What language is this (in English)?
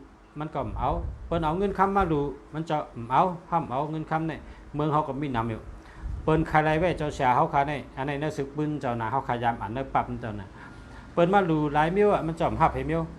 Shan